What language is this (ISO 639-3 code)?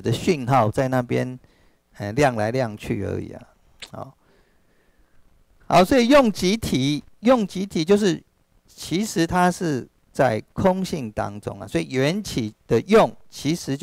zho